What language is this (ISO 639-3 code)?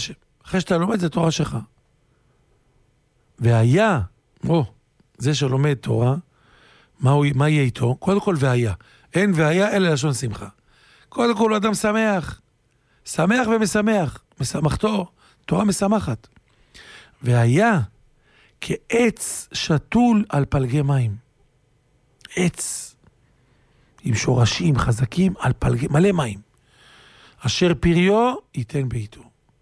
heb